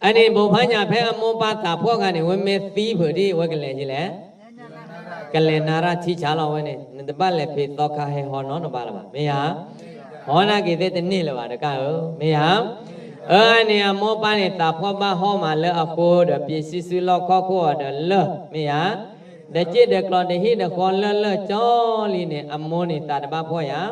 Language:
S'gaw Karen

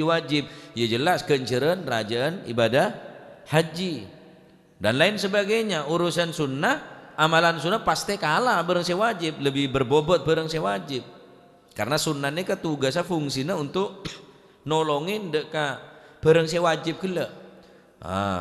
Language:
Madurese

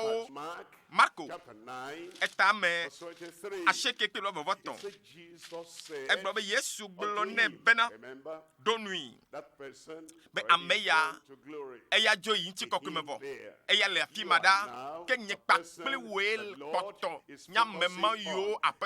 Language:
Ewe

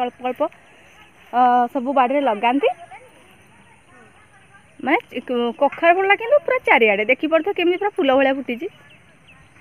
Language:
Odia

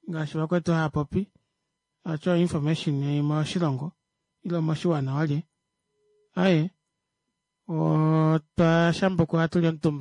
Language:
Kuanyama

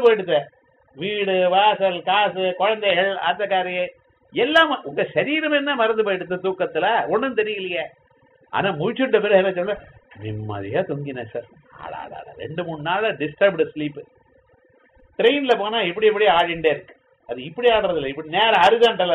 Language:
Tamil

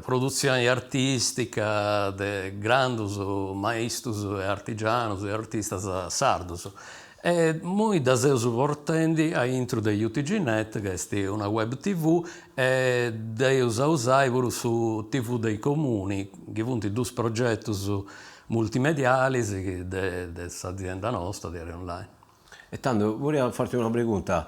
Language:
Sardinian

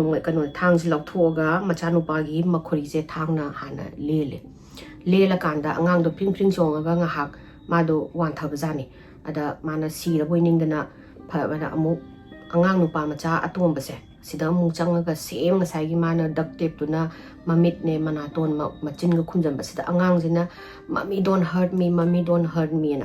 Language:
Manipuri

